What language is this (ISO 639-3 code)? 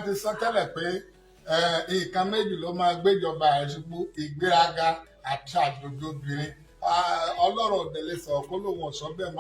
yor